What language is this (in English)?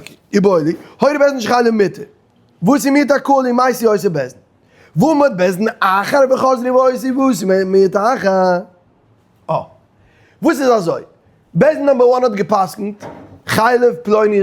Yiddish